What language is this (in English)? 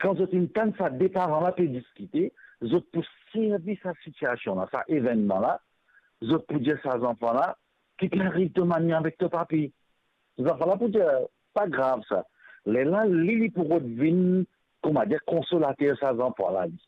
Morisyen